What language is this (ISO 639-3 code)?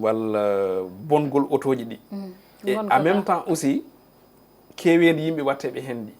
ful